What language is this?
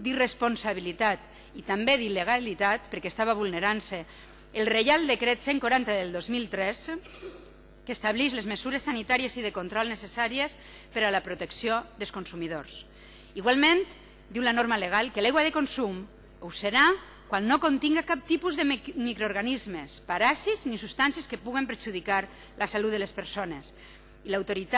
Catalan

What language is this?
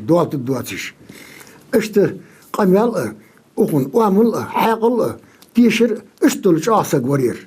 Ingush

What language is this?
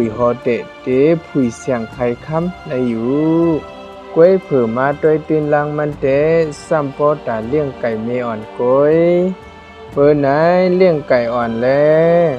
Shan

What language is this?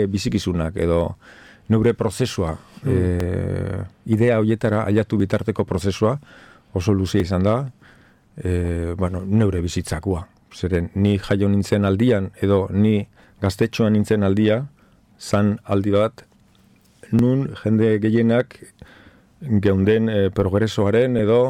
Basque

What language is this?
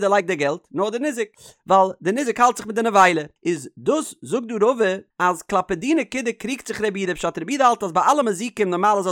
Yiddish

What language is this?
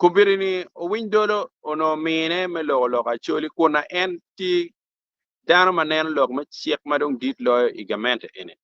Acoli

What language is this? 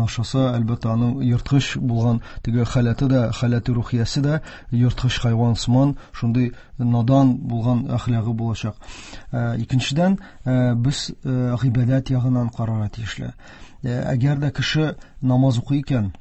Tatar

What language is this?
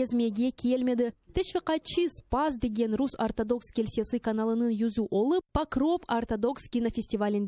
Crimean Tatar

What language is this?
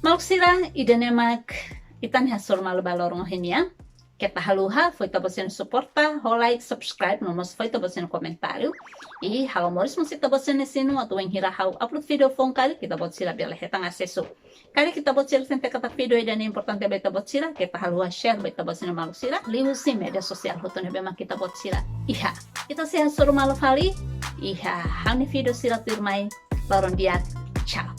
Tetum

